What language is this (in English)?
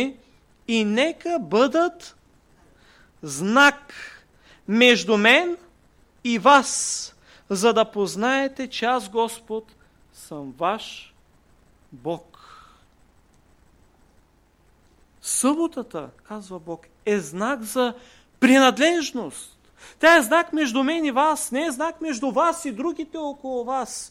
Bulgarian